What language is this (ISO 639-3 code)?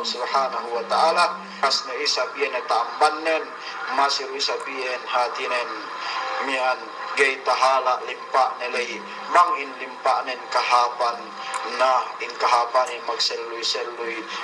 yka